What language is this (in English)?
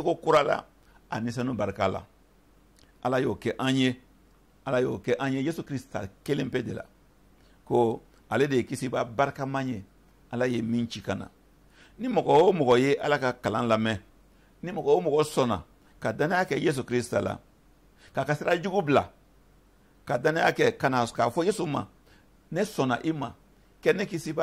Bambara